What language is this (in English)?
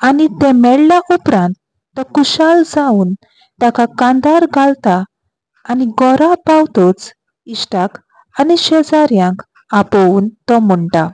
Konkani